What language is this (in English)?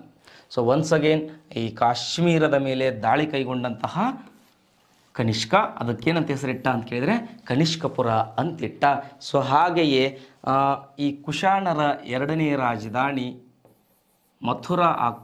Kannada